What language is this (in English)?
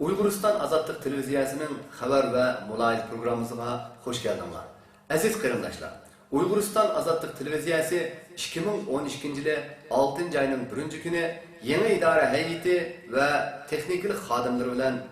Uyghur